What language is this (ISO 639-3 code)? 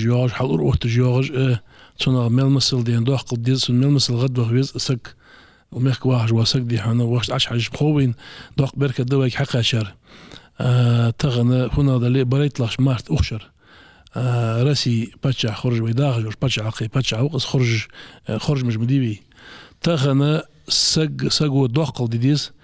inh